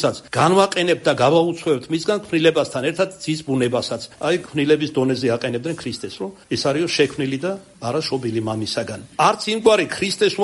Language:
Georgian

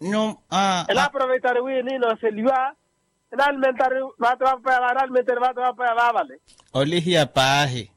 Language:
Makhuwa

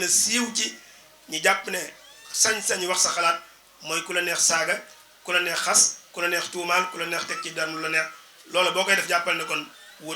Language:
Wolof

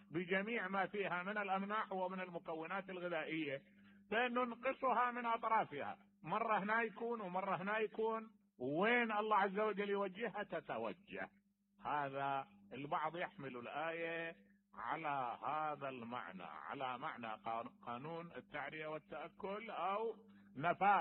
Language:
Mesopotamian Arabic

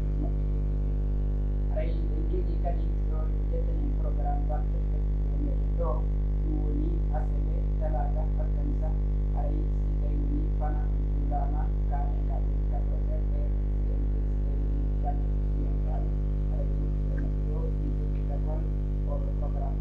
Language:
Pular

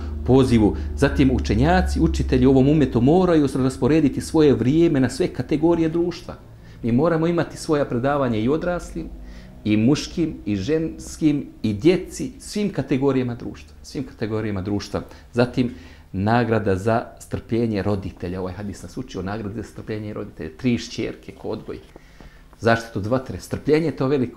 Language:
Bosnian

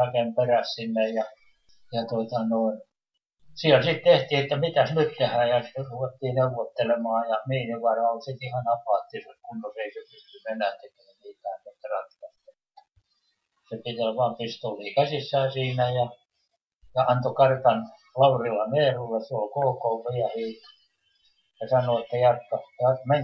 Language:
Finnish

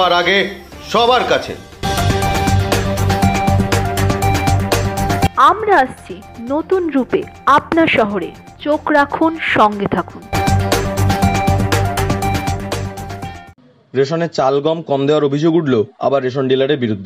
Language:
Bangla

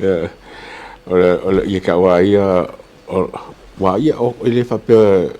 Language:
Samoan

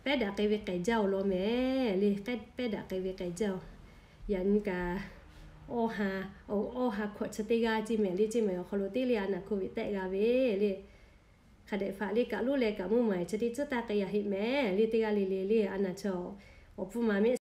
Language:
Lahu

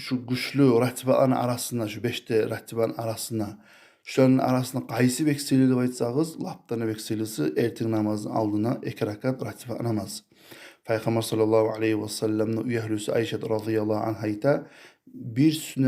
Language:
Kumyk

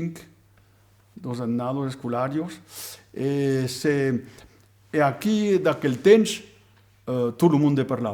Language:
Occitan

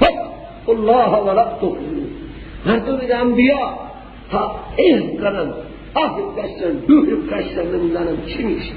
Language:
Persian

